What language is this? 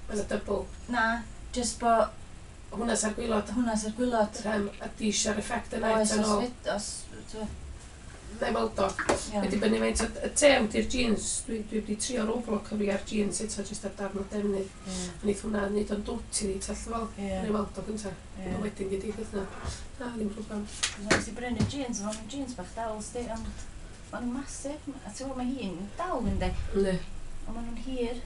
Welsh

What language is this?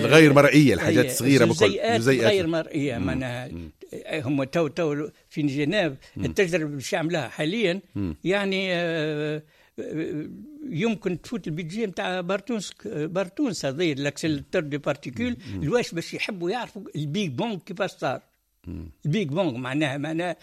Tunisian Arabic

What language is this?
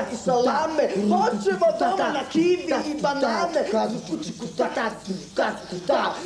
Croatian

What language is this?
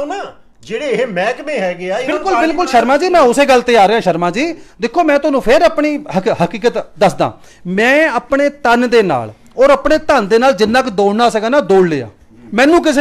Punjabi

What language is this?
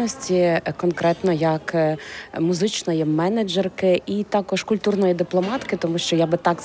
Ukrainian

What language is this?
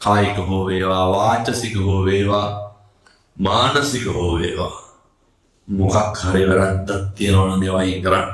Sinhala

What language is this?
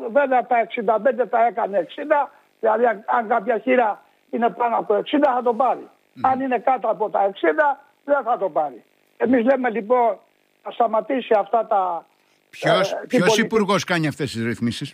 Greek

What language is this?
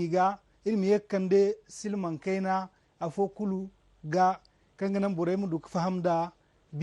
Zarma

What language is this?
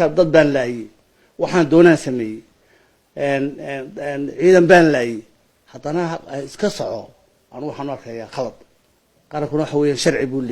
Somali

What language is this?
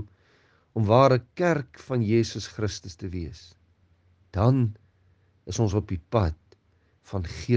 Afrikaans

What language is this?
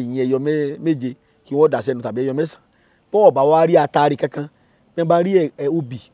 Yoruba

